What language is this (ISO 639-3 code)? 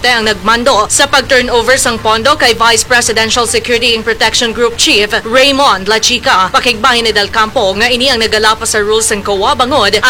hil